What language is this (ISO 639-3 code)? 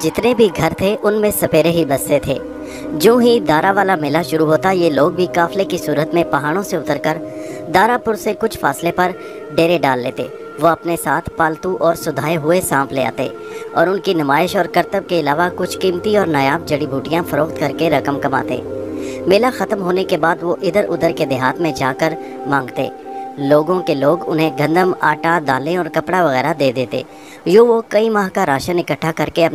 urd